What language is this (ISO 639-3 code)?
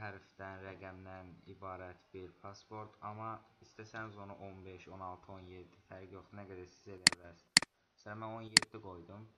aze